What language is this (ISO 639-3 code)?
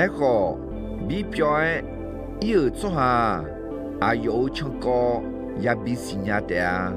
ahk